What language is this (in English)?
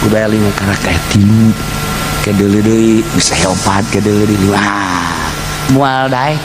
Sundanese